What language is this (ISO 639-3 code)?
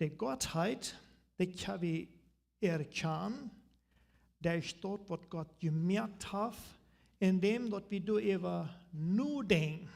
pdt